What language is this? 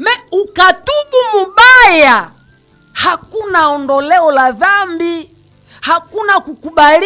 Swahili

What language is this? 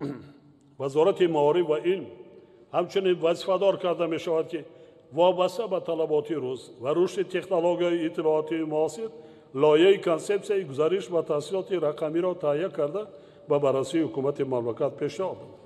Tajik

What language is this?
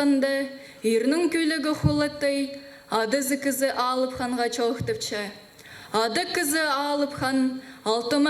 Khakas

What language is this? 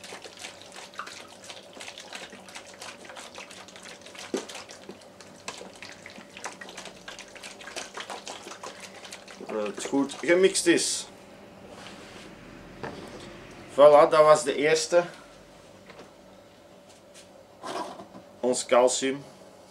Dutch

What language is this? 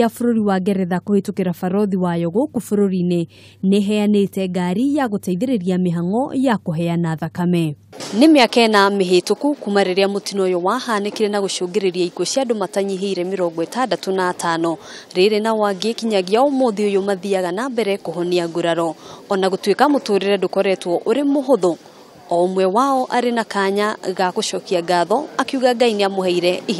Kikuyu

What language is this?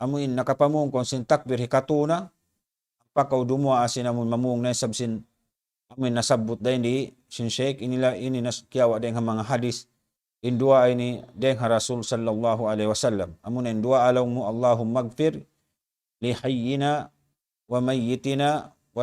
Tausug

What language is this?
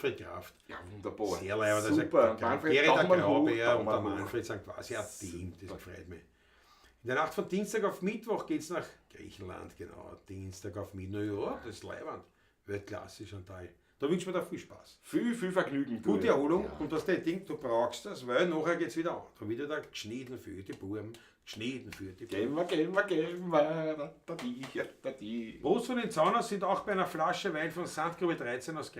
Bavarian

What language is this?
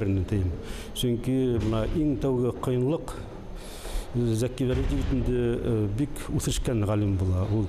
Bashkir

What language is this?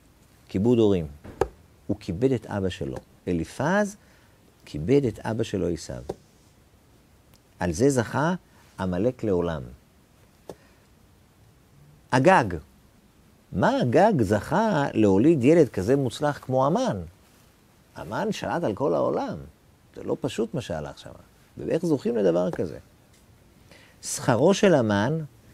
Hebrew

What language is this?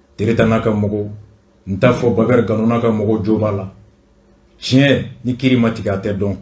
Bambara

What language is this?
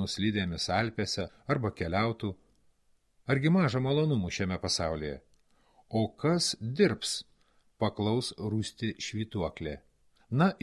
Lithuanian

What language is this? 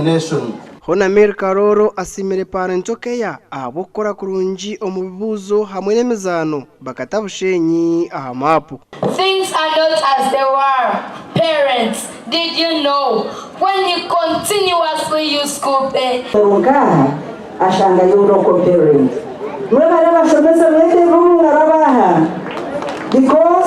Nyankole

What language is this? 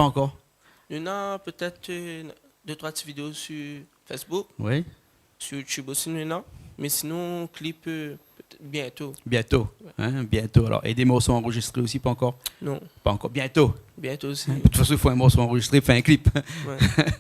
Réunion Creole French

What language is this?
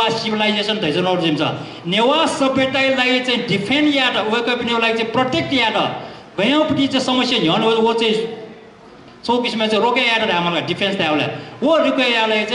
Newari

